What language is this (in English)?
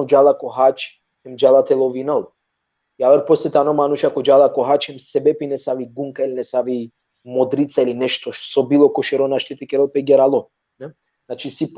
Balkan Romani